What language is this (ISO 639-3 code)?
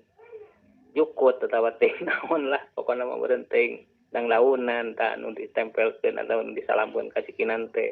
sun